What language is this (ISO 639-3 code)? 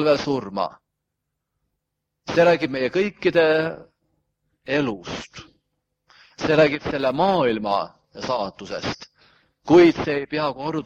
est